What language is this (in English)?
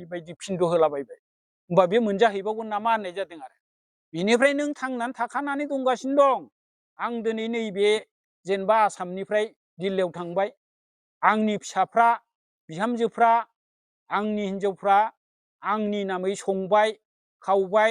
Bodo